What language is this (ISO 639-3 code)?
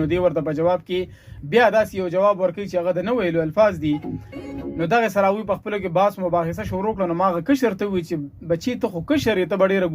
pus